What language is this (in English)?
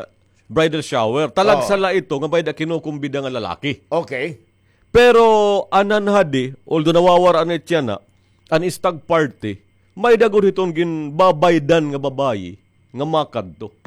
Waray